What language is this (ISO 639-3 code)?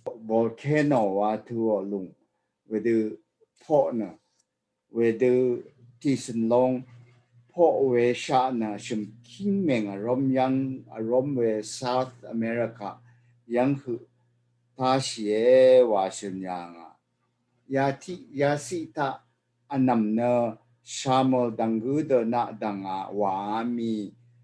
raw